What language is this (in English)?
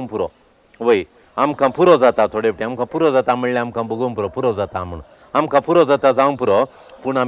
Konkani